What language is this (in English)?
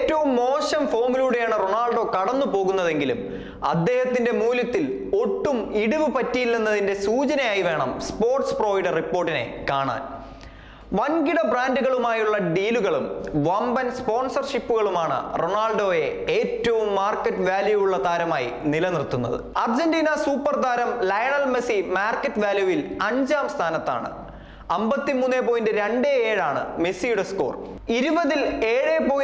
Malayalam